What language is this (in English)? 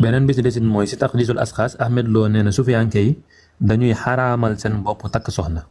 Wolof